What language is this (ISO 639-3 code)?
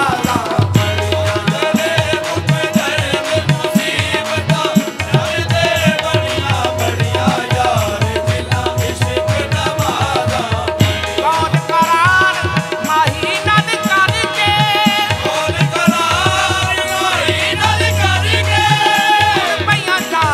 pan